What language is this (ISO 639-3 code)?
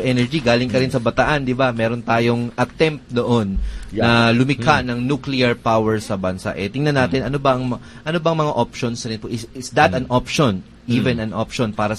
fil